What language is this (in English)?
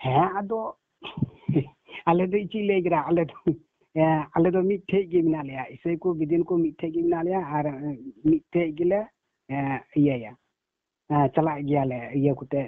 Santali